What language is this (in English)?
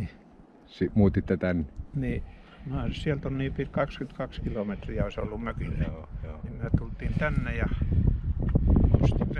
Finnish